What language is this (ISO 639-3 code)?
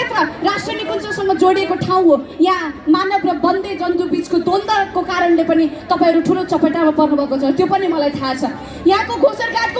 nep